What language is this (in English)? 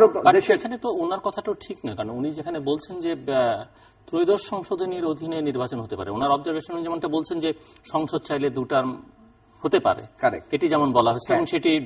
Bangla